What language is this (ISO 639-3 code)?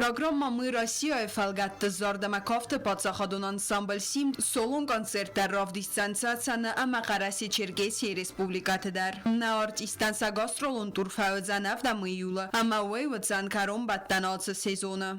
oss